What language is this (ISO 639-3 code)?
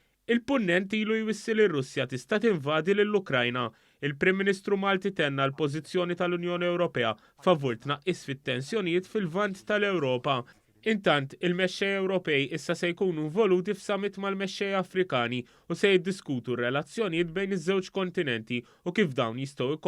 mlt